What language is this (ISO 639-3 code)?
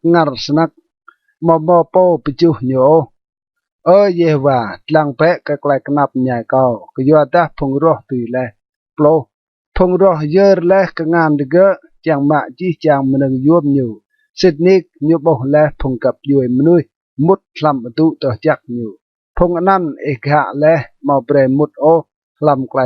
rad